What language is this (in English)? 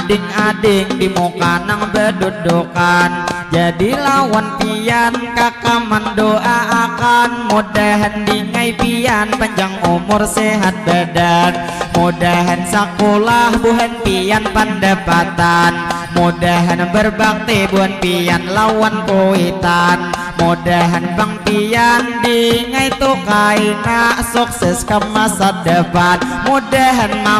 Banjar